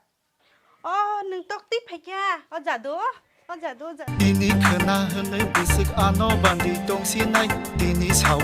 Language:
Kok Borok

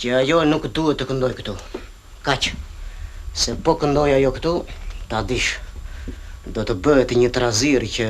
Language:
Albanian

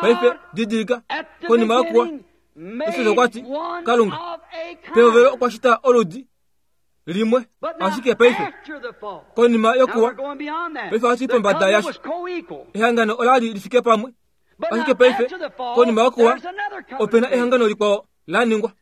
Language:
Kuanyama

